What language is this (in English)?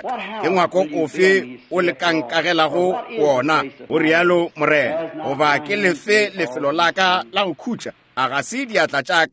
Northern Sotho